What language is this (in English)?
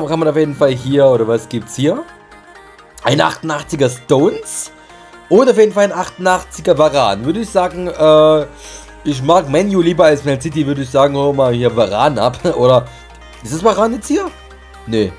German